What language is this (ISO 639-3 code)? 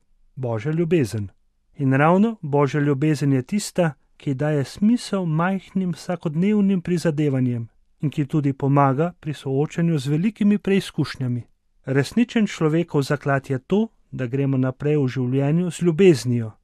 slv